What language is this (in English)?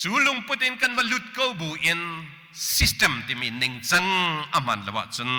Hakha Chin